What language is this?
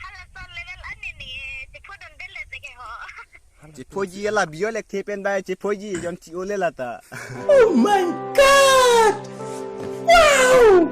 Karbi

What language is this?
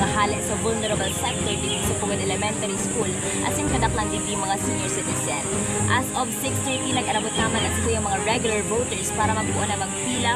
Bikol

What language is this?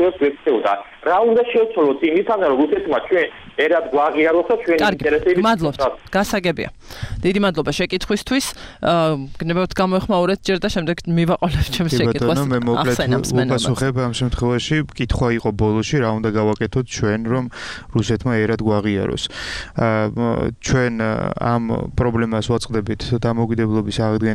Georgian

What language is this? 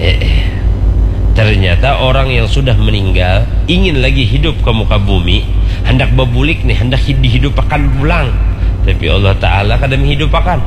Banjar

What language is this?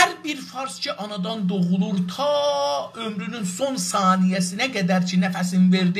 South Azerbaijani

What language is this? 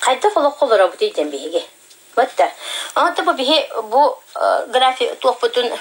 Yakut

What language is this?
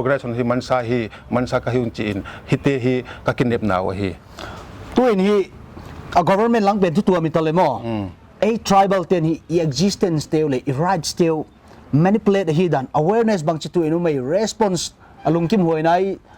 Paite Chin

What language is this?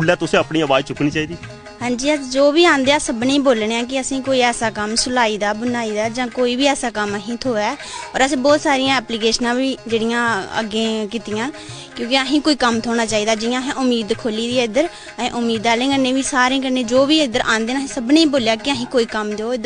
Dogri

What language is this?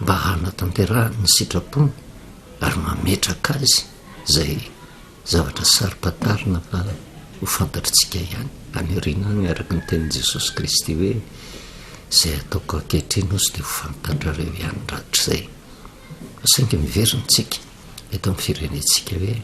Malagasy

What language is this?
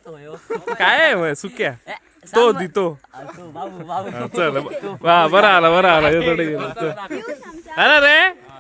Konkani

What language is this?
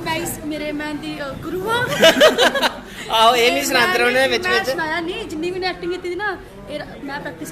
Dogri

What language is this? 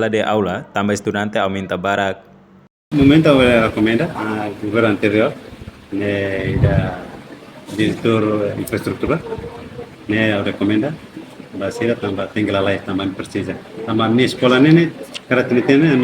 Tetum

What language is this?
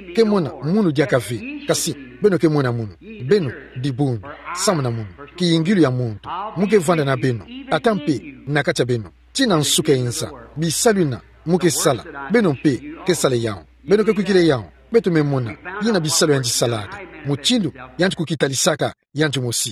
Kituba (Democratic Republic of Congo)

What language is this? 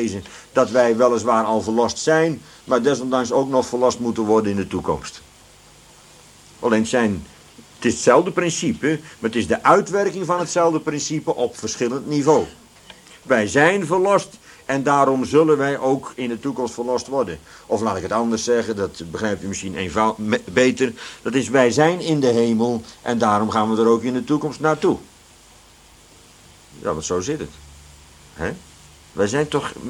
Dutch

